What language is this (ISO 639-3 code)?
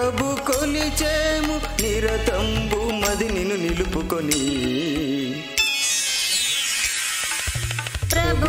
tel